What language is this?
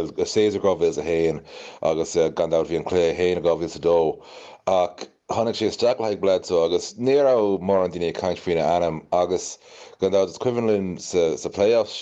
Irish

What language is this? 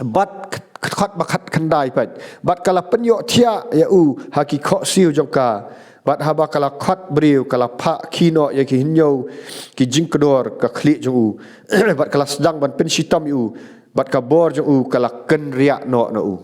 Khasi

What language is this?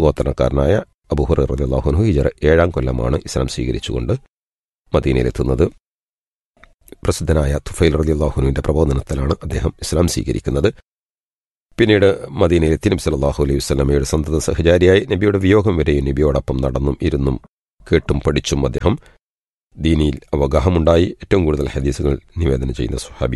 Malayalam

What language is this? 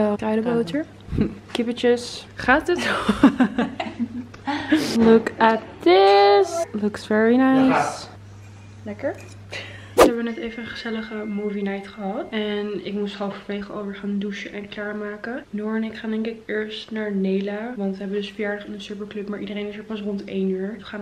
Dutch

